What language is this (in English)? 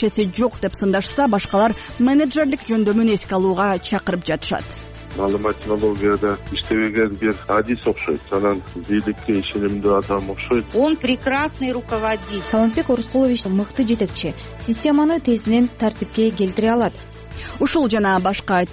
Kyrgyz